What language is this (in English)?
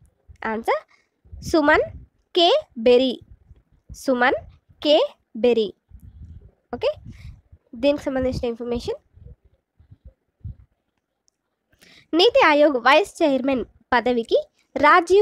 Telugu